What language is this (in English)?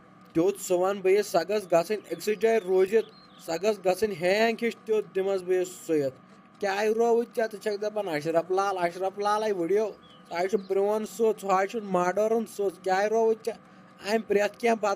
Kashmiri